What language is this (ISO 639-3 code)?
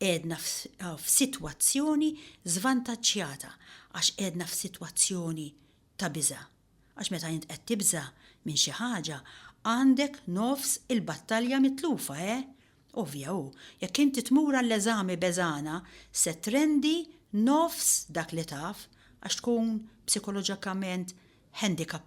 mlt